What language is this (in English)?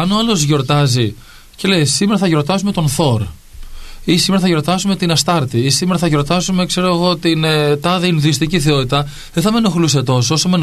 Greek